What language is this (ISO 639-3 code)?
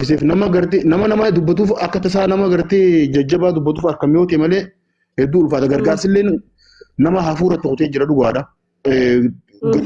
orm